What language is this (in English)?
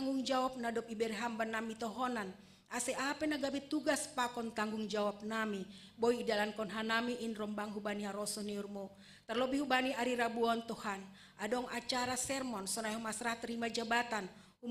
Batak Simalungun